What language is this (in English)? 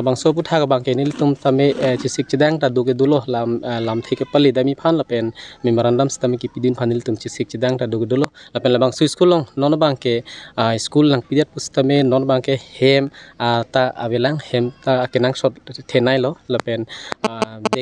Karbi